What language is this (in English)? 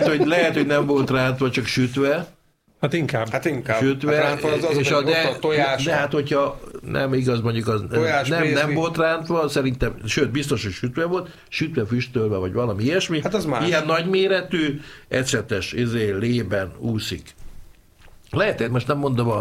Hungarian